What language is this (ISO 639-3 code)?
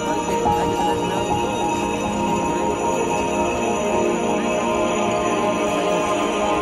spa